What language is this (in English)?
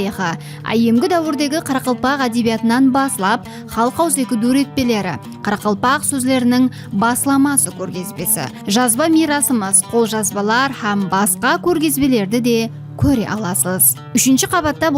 Kara-Kalpak